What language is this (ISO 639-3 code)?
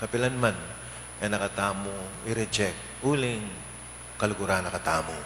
pam